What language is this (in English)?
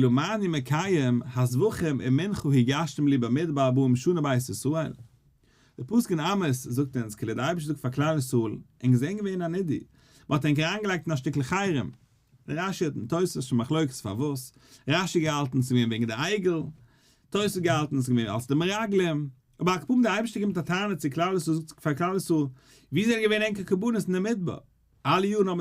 Yiddish